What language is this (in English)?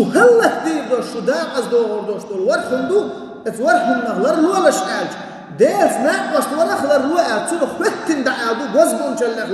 Chechen